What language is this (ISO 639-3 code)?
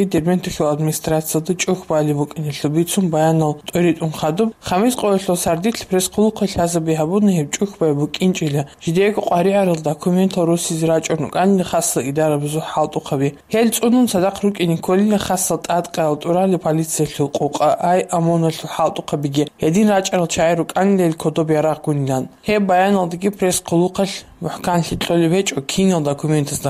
ava